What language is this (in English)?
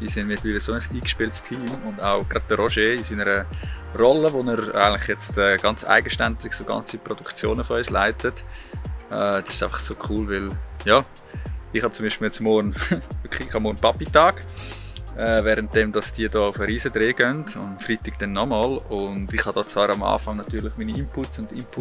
Swiss German